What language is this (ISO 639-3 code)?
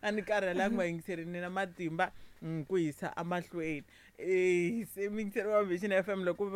tso